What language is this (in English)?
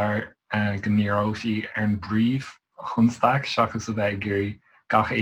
Irish